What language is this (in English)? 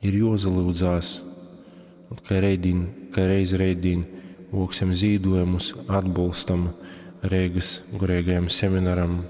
Latgalian